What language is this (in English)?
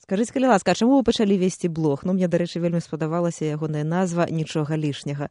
Belarusian